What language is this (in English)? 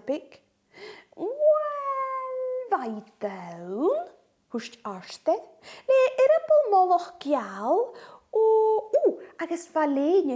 Scottish Gaelic